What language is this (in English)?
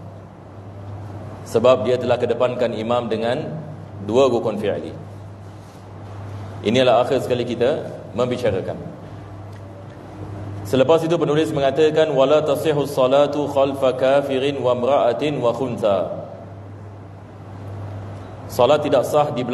Malay